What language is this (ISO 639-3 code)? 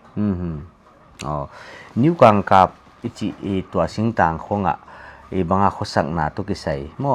pck